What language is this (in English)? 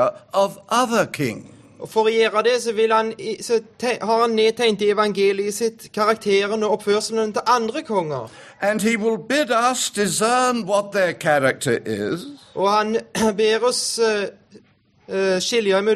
Norwegian